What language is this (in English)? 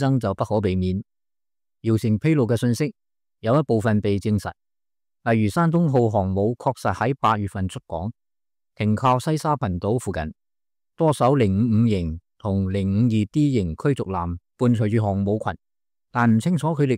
Cantonese